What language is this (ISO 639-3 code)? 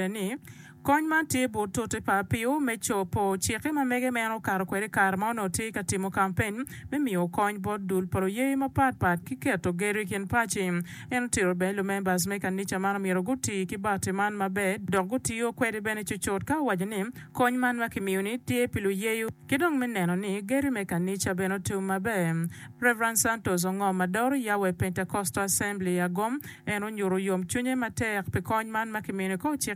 ach